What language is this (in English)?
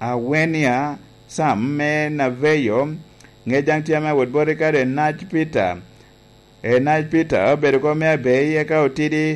Lango (Uganda)